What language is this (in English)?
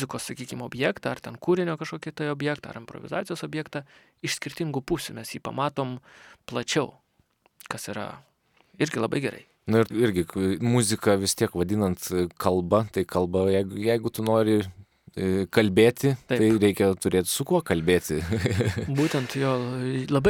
Lithuanian